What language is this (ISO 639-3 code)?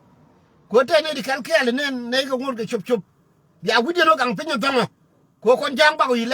nus